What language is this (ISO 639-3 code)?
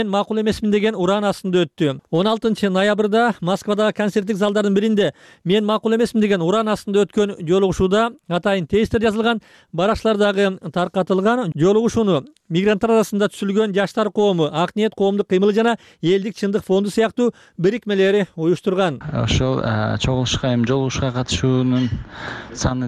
kir